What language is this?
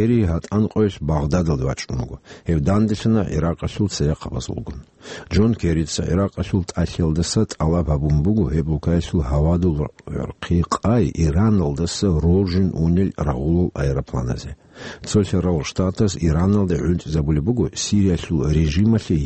Avaric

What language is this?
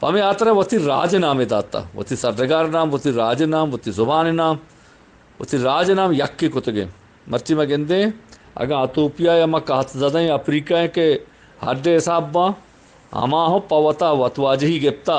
Eastern Balochi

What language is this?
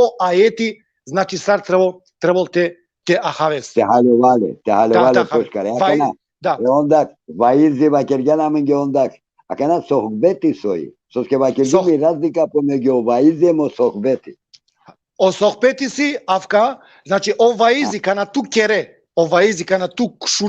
Balkan Romani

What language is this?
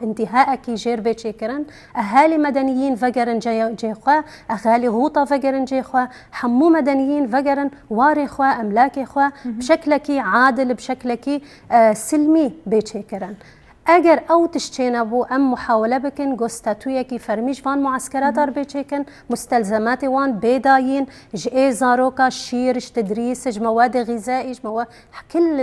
Kurdish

